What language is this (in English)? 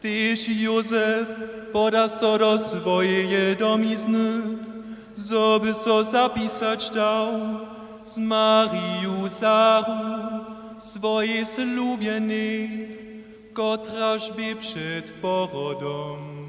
Upper Sorbian